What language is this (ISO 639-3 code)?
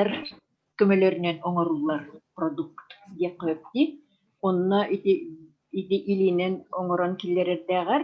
sah